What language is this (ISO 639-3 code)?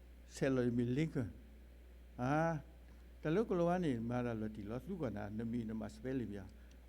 ksw